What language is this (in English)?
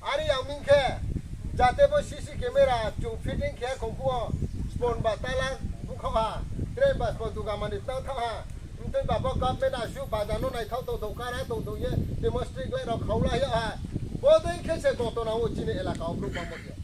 Riang (India)